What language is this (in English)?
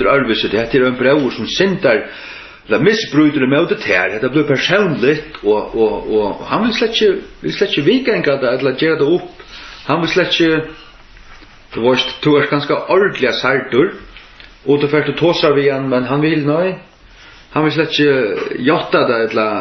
Faroese